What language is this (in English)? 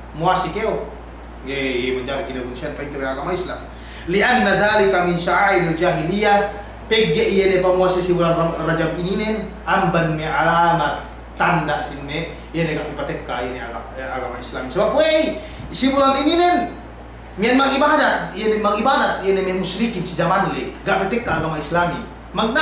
Yakan